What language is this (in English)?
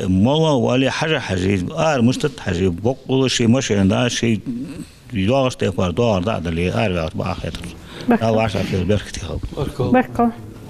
Ingush